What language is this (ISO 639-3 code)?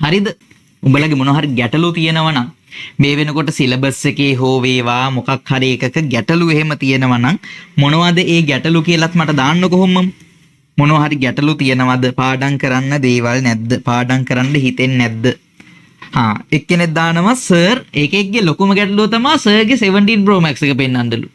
sin